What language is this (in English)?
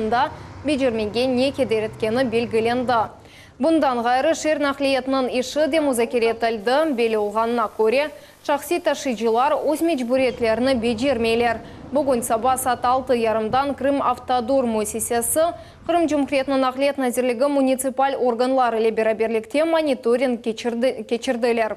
Crimean Tatar